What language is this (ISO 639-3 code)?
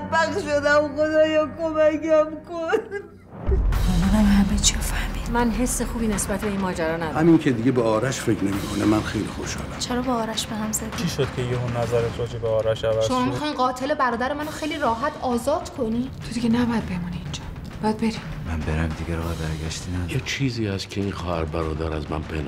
fas